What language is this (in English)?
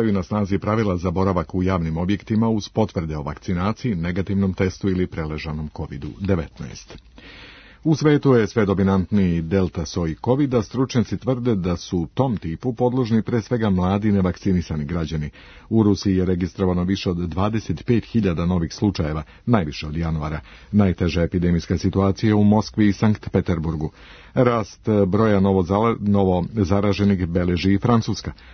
Serbian